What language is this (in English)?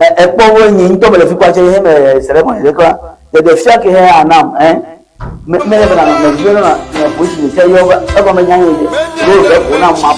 Ewe